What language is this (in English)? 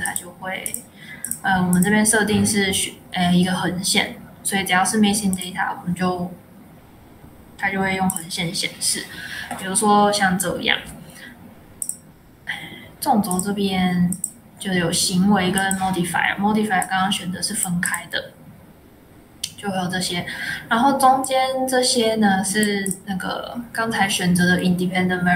Chinese